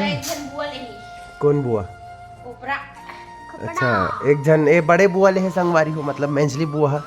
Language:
Chhattisgarhi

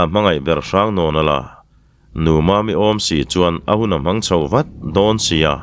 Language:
Mizo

